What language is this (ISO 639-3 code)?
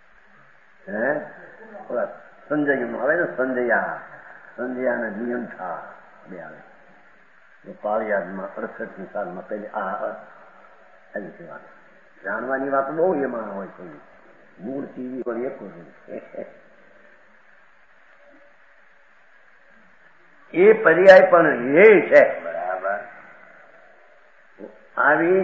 guj